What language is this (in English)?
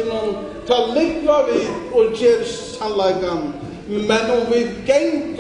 Faroese